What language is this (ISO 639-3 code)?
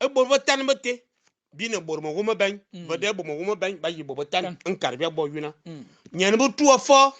fan